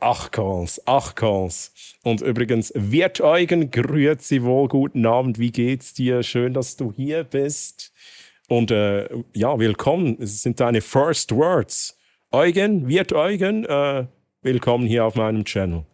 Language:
Swiss German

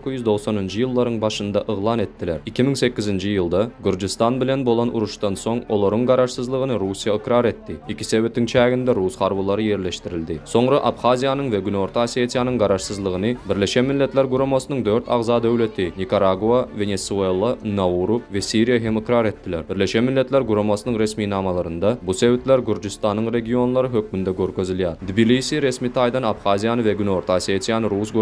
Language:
Turkmen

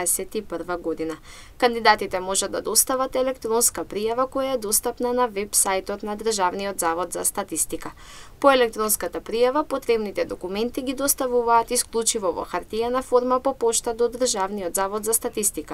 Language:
Macedonian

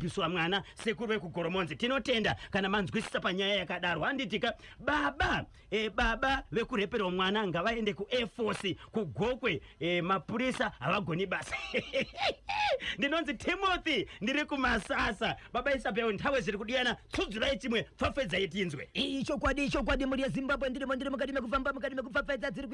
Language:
Shona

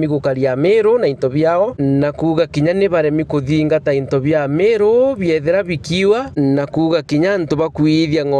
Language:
Meru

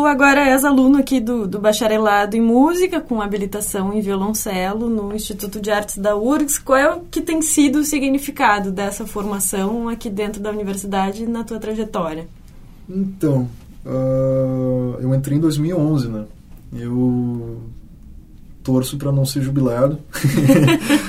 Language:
Portuguese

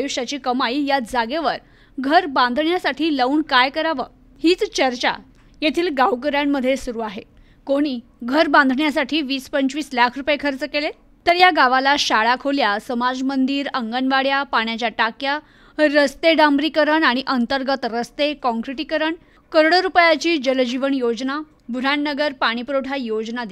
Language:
Marathi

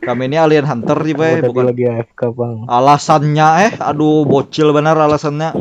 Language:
Banjar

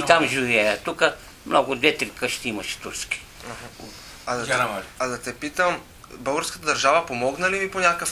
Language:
Bulgarian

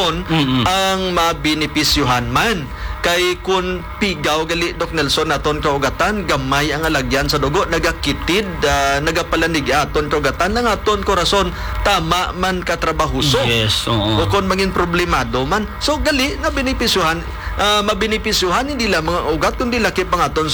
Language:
Hiligaynon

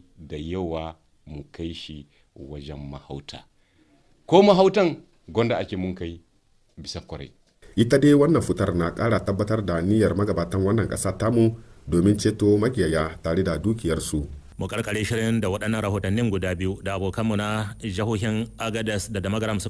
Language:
Hausa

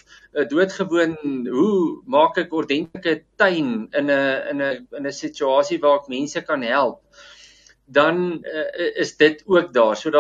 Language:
Afrikaans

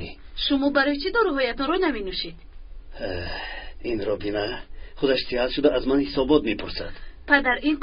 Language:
Tajik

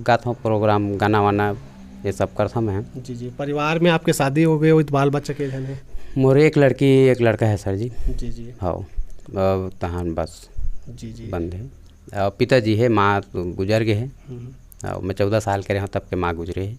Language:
Chhattisgarhi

